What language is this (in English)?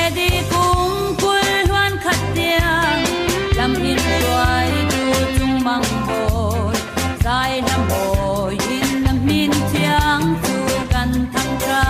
Falam Chin